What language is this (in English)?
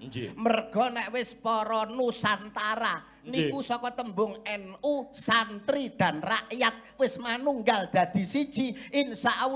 Javanese